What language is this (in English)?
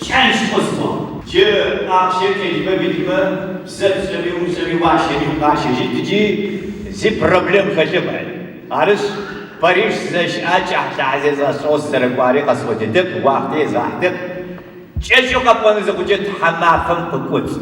Adyghe